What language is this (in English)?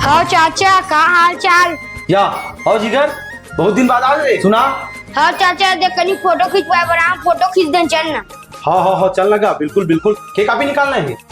Chhattisgarhi